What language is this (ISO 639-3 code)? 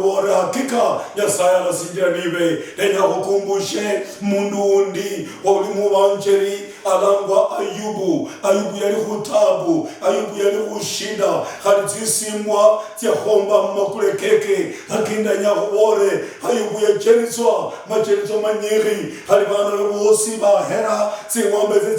luy